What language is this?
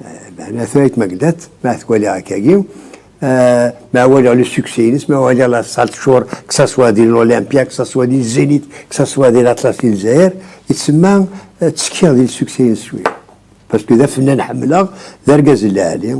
Kabyle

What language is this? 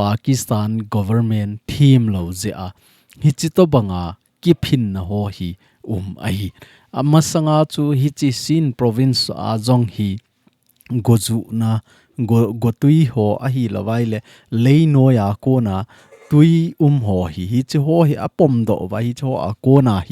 Thado Chin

